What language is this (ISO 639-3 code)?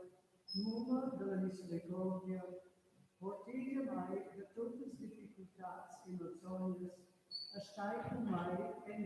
roh